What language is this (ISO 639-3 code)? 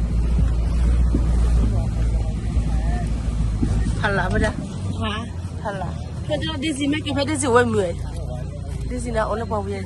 ksw